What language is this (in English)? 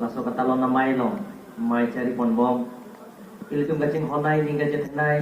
Karbi